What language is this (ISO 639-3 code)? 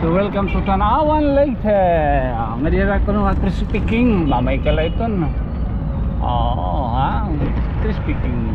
war